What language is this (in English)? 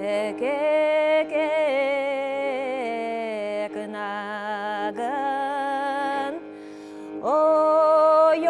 Udmurt